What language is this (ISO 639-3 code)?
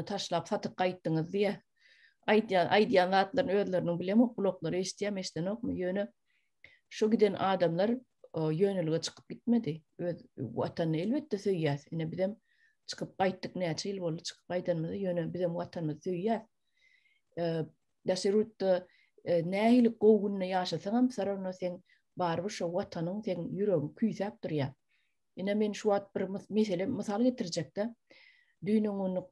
tuk